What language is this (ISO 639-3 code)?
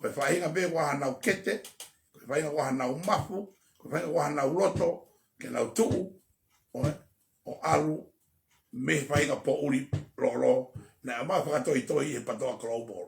ton